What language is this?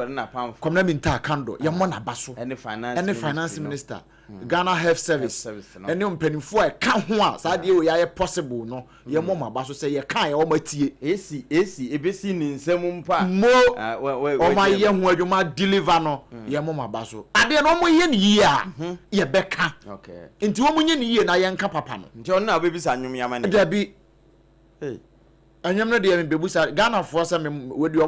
Akan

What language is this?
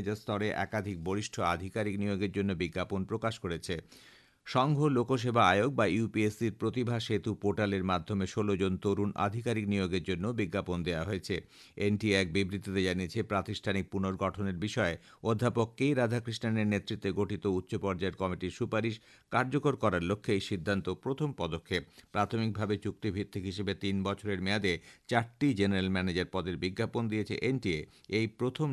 Bangla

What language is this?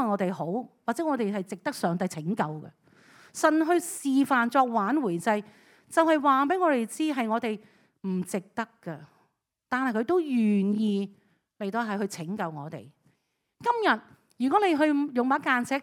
Cantonese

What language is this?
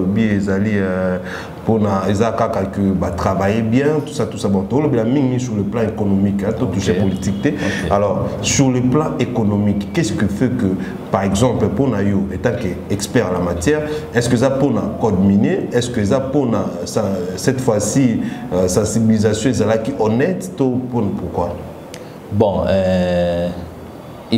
Lingala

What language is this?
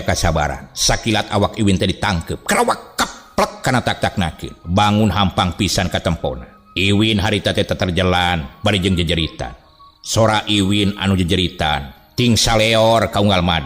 Sundanese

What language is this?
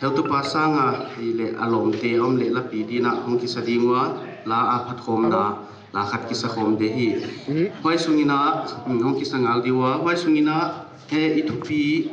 Paite Chin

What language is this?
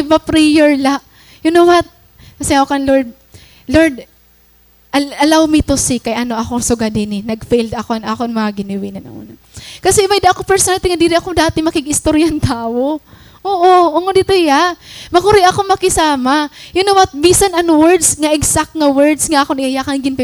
Waray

